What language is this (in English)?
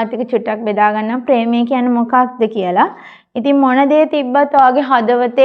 Sinhala